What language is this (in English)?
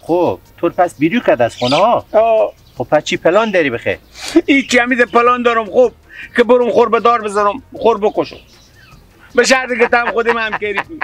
Persian